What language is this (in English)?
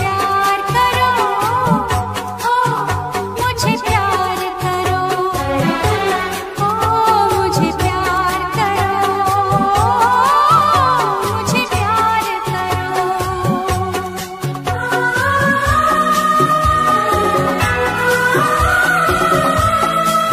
Hindi